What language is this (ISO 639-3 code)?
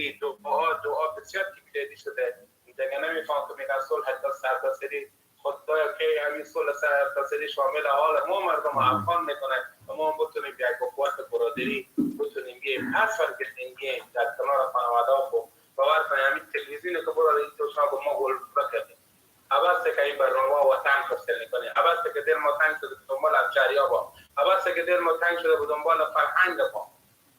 fas